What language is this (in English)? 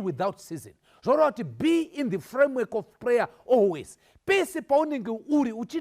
Shona